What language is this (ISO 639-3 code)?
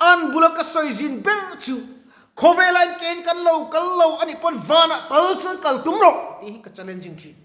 lus